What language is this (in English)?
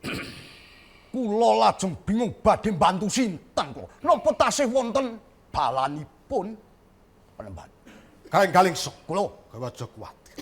Javanese